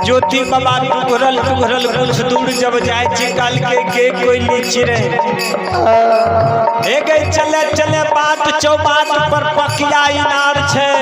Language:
Maithili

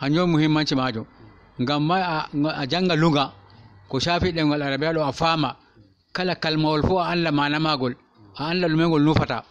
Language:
Fula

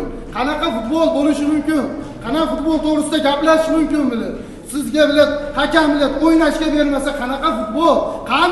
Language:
Uzbek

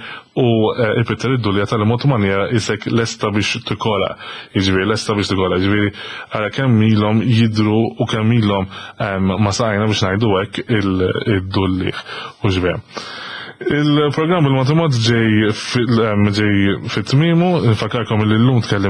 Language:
Maltese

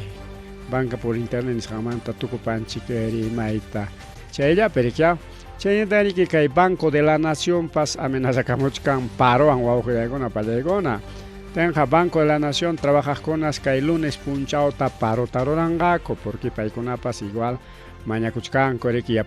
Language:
Ayacucho Quechua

